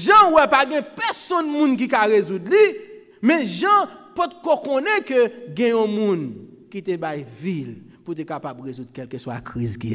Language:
Haitian Creole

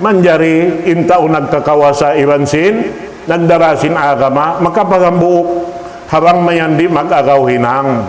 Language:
Tausug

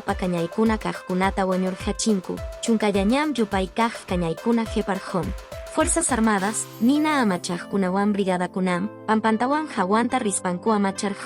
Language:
Quechua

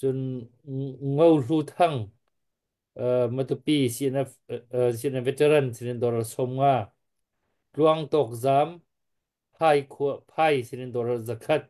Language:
Hakha Chin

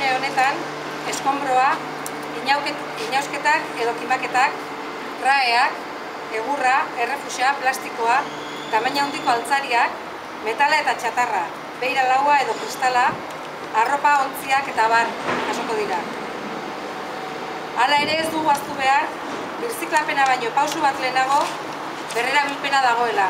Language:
Basque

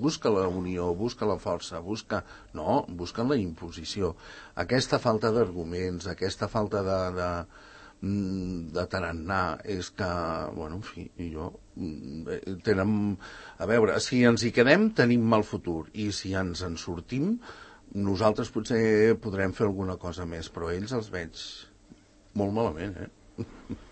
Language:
Catalan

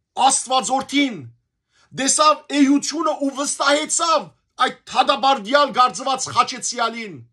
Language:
Western Armenian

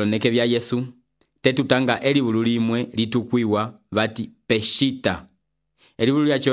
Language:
Umbundu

